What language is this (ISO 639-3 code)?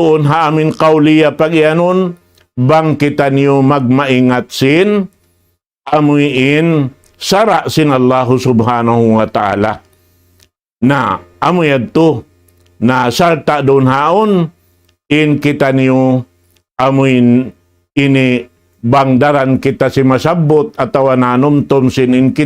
tsg